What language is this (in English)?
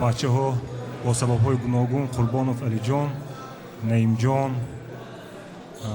Tajik